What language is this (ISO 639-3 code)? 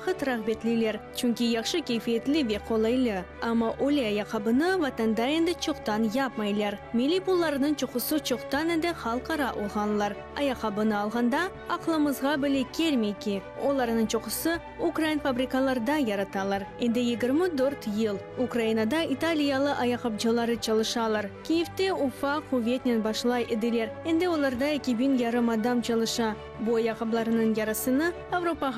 crh